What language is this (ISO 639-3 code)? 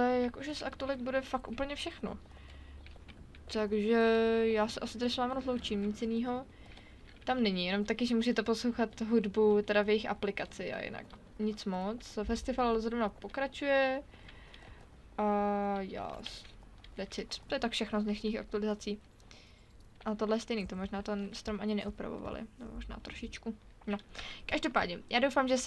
ces